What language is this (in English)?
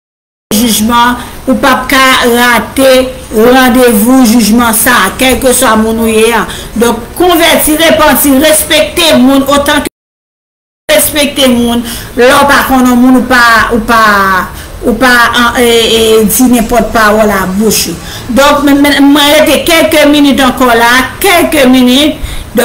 Haitian Creole